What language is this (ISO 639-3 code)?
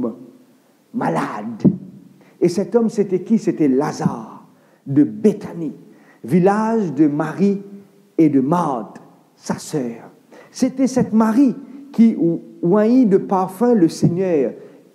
mfe